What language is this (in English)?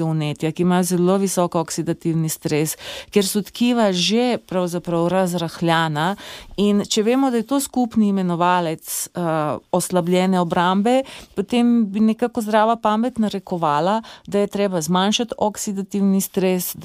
Slovenian